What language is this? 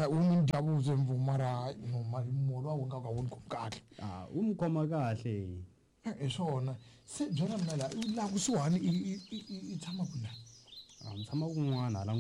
Tsonga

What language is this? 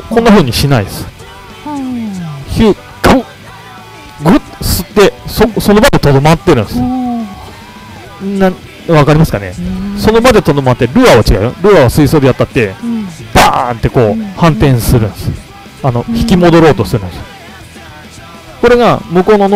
Japanese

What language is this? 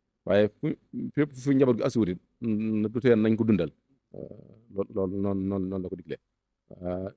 Wolof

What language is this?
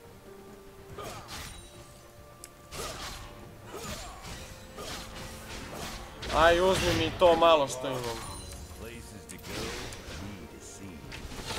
Croatian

